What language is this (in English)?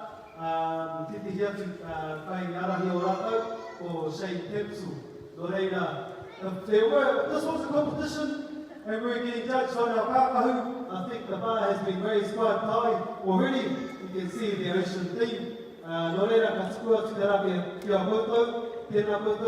Māori